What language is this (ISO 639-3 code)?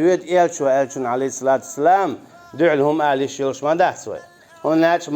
che